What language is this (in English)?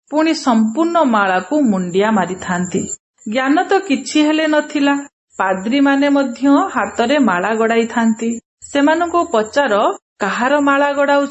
Odia